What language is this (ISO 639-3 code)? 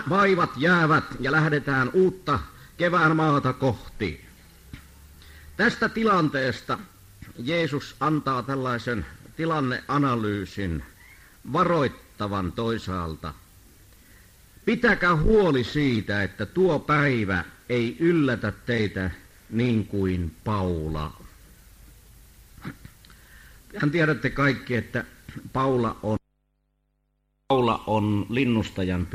fin